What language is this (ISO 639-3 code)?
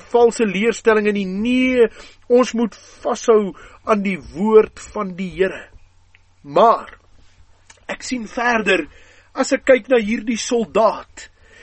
afr